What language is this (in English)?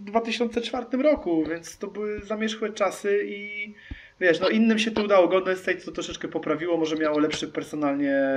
Polish